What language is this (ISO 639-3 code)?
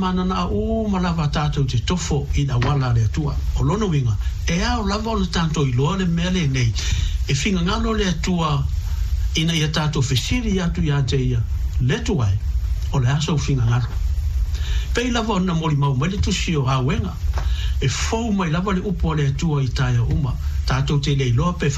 smo